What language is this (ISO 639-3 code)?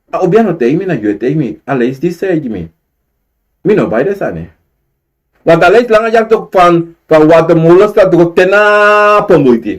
srn